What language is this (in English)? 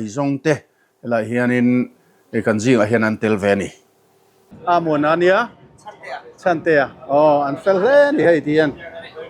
Mizo